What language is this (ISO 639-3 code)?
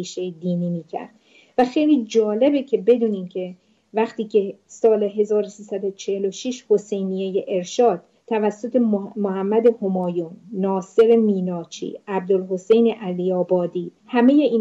fas